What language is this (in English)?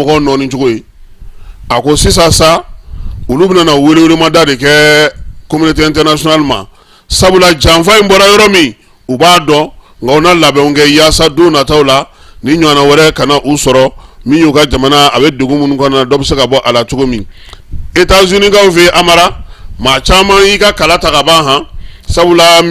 Bambara